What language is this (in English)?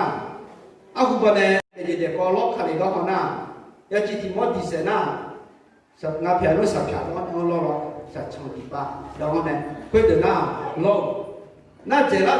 Akha